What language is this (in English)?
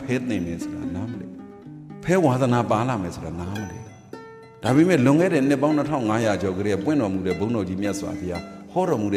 Burmese